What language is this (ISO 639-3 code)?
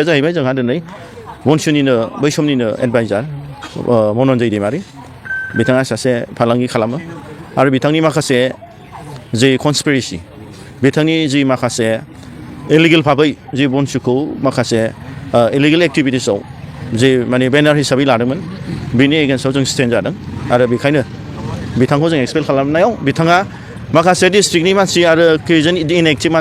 brx